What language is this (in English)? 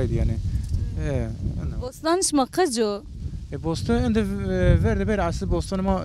Zaza